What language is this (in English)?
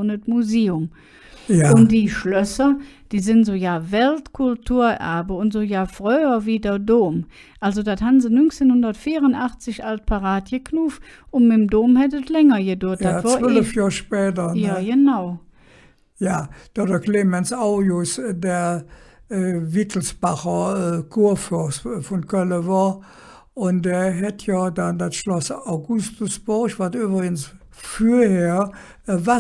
Colognian